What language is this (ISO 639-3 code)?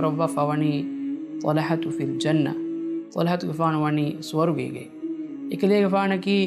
div